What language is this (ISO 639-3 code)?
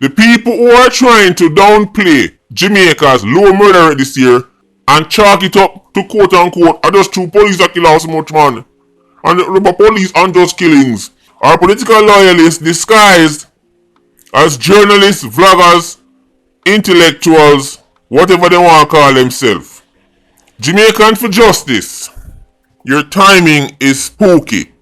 jam